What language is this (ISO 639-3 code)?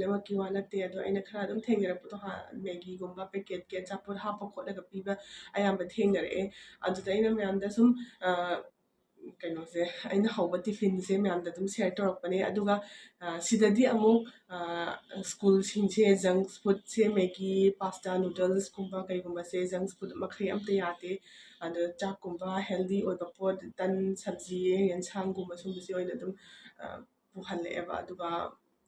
mni